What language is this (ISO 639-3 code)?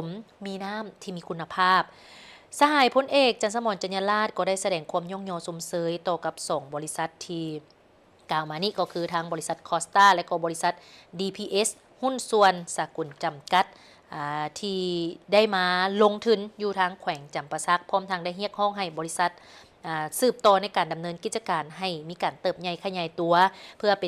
lao